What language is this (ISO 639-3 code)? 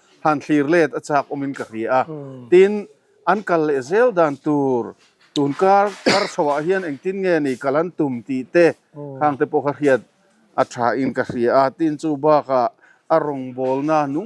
lus